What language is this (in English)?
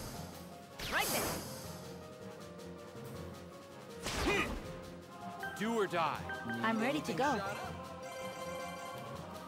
English